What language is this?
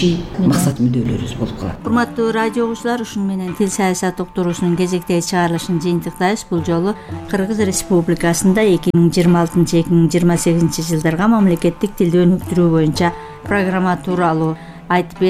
Kyrgyz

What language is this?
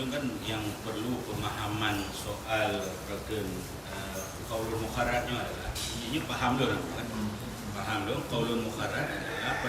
Achinese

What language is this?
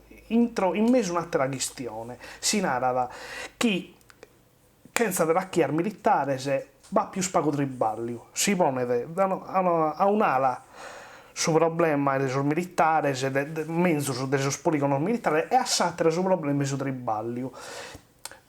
Sardinian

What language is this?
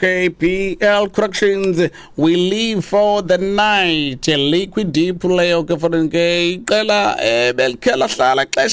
Xhosa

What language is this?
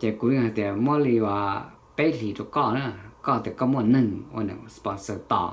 Hmong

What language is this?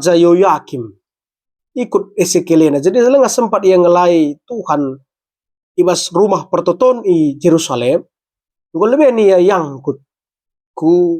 Batak Karo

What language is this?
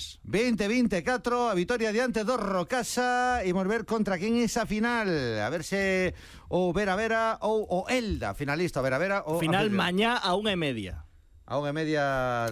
Galician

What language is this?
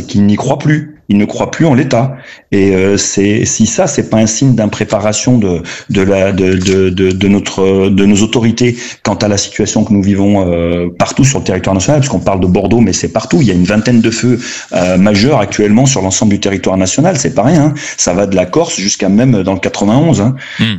French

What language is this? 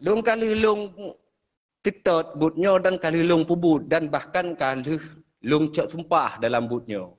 Achinese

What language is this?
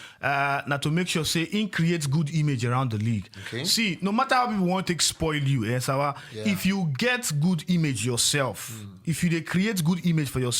Nigerian Pidgin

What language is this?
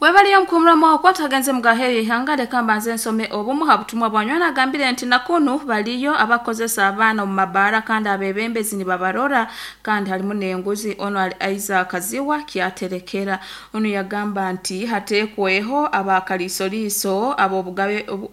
Nyoro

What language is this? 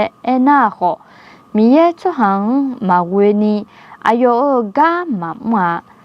Akha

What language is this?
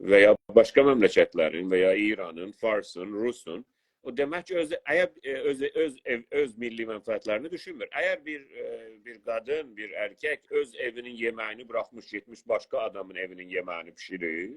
South Azerbaijani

